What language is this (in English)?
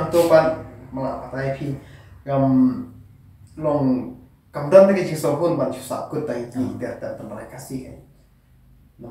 Khasi